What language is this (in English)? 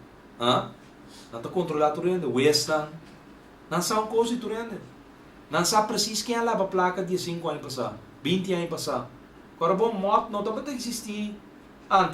Papiamento